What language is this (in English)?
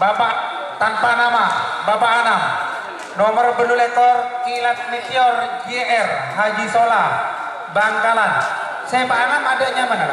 Madurese